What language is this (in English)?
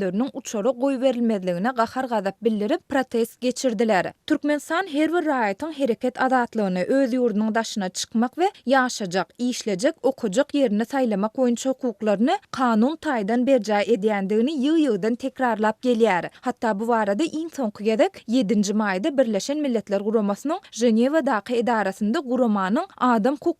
Turkmen